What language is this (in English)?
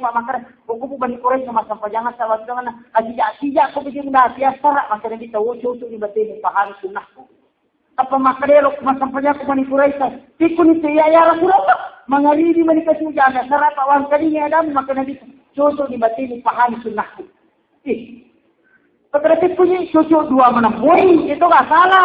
Buginese